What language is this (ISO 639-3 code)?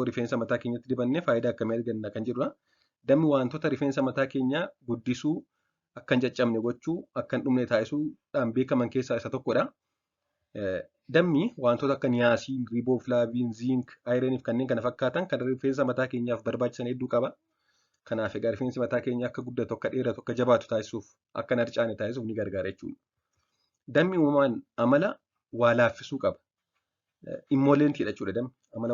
orm